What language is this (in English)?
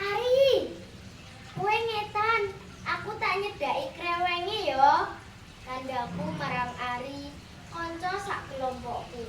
Javanese